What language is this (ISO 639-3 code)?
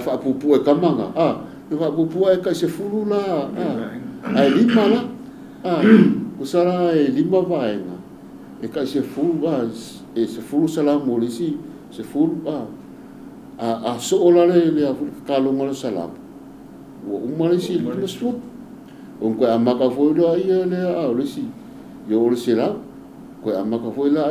smo